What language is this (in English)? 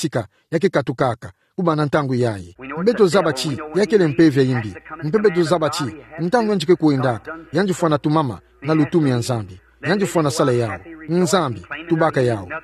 Kituba (Democratic Republic of Congo)